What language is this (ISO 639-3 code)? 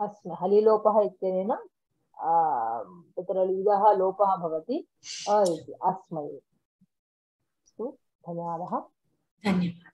san